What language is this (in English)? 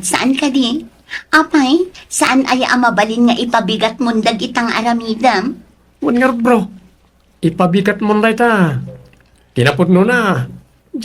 Iloko